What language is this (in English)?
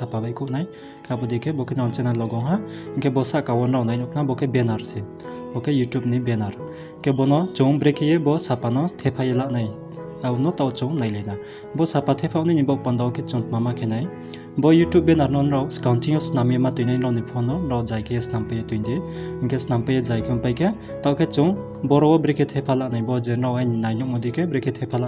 Riang (India)